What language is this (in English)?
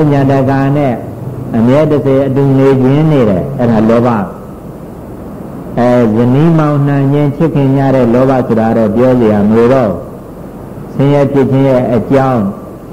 Burmese